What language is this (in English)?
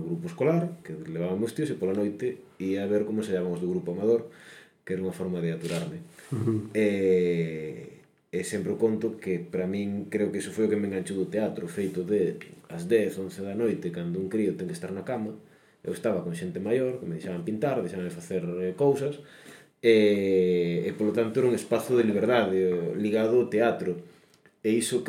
Galician